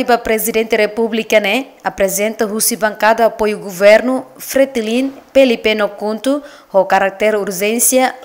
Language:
Tetum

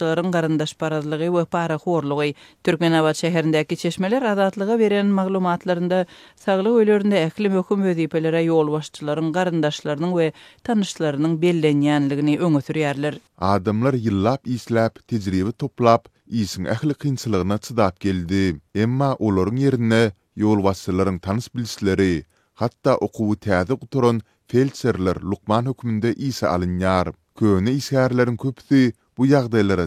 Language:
Turkmen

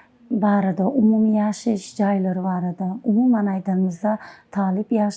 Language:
Turkmen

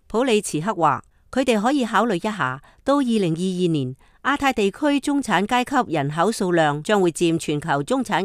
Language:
Cantonese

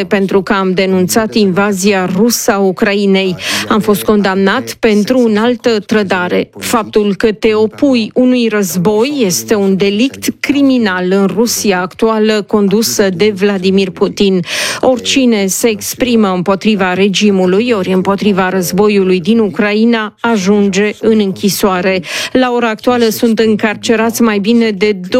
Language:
Romanian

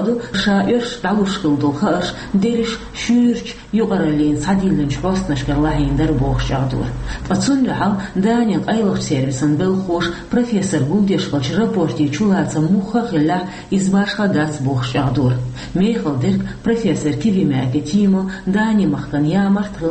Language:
Chechen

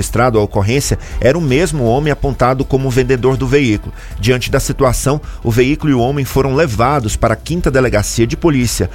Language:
Portuguese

